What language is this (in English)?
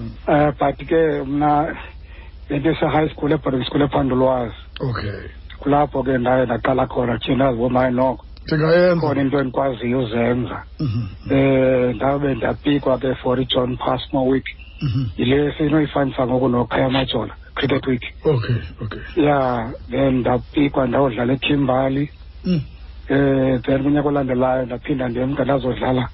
Xhosa